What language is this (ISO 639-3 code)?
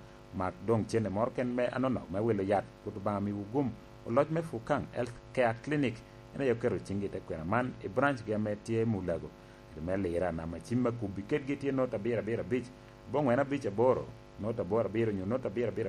laj